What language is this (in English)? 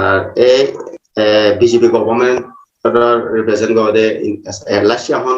Rohingya